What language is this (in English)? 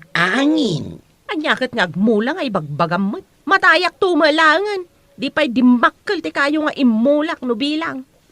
Iloko